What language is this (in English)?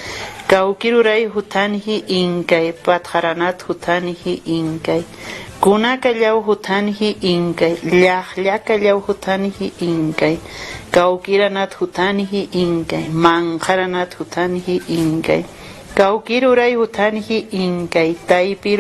Aymara